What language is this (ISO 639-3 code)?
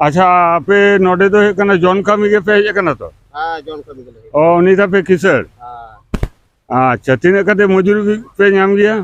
sat